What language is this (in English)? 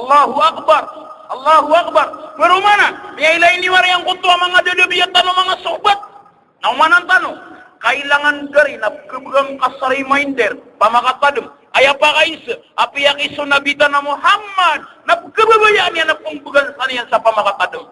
Maranao